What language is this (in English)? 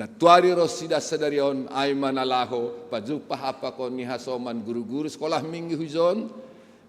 Batak Simalungun